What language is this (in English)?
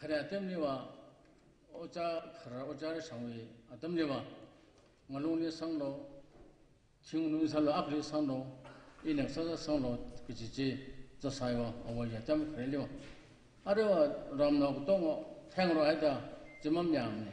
Tangkhul Naga (India)